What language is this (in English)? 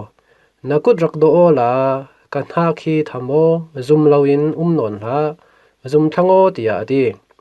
Falam Chin